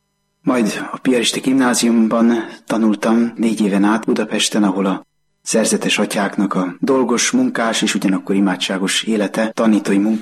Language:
Hungarian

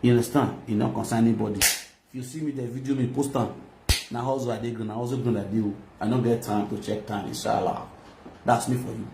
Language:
Nigerian Pidgin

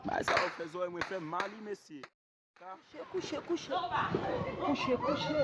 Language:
Haitian Creole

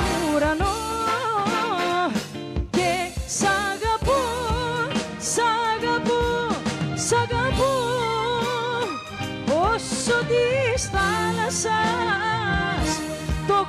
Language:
Greek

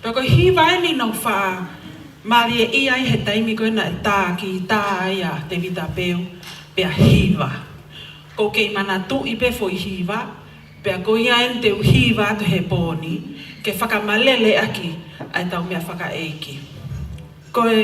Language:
Tongan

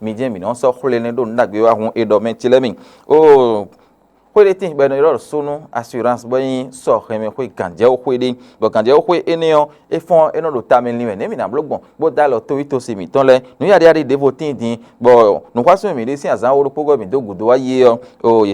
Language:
Fon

